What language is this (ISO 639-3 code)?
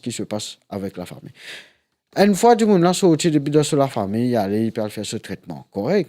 mfe